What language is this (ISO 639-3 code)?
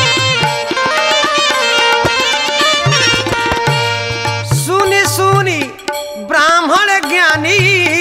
bho